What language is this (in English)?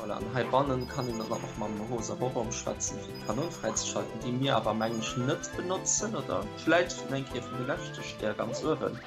Luxembourgish